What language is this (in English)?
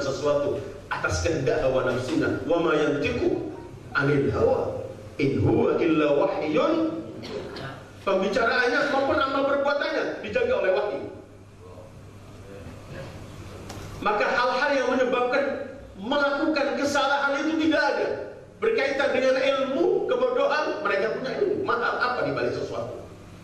Indonesian